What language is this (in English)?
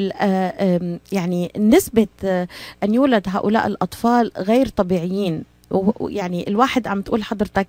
North Levantine Arabic